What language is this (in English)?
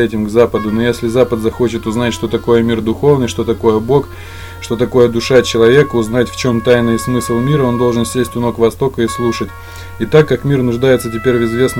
Russian